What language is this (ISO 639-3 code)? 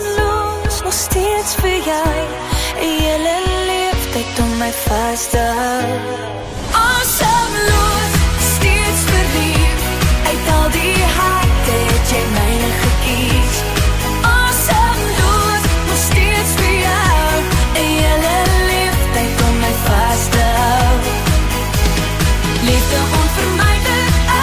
afr